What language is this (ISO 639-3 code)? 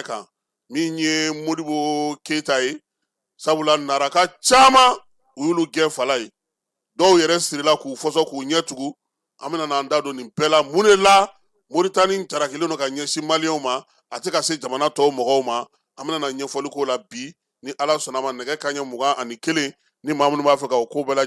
bam